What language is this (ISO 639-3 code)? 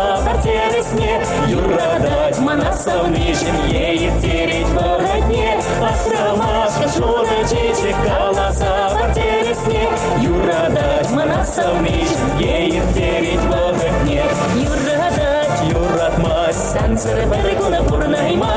chv